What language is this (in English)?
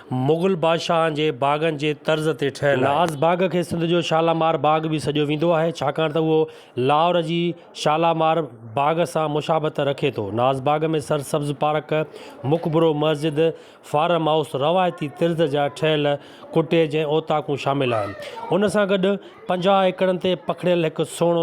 Sindhi